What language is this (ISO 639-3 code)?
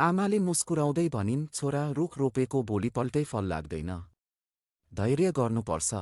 nep